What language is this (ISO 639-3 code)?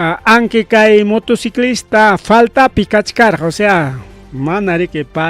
quy